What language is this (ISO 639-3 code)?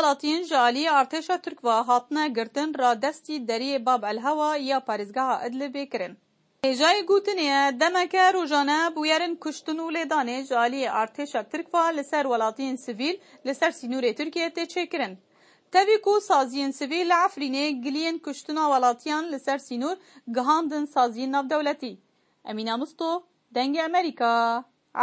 kur